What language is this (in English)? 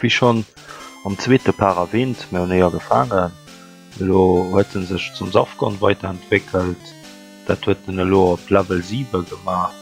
Luxembourgish